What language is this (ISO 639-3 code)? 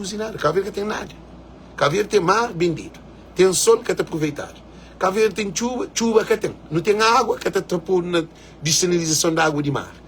kea